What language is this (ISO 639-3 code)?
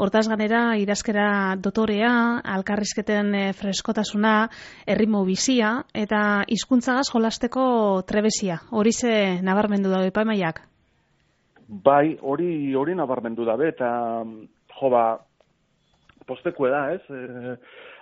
eus